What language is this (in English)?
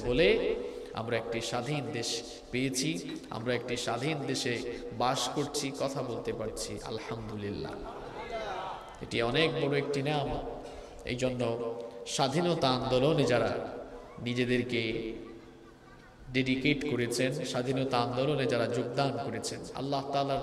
Bangla